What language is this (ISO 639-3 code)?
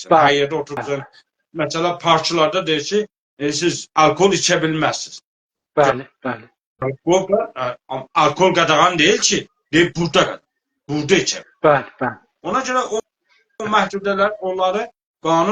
azb